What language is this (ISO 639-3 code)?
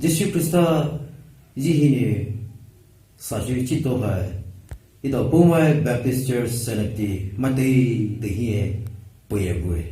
pmx